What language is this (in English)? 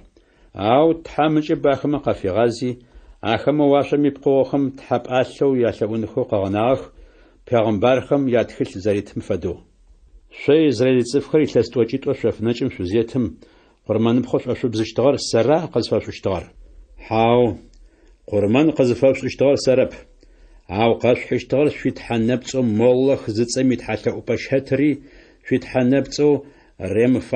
Adyghe